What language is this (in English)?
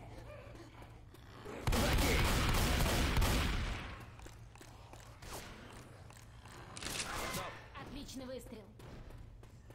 Russian